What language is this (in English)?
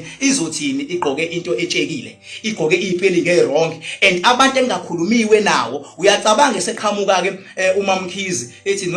Zulu